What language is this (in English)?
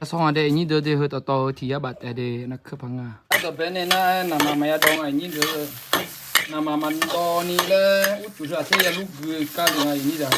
Akha